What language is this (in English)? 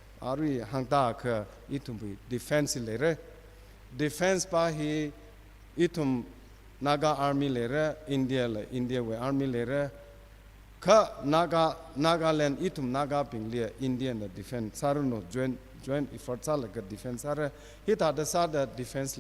Tangkhul Naga (India)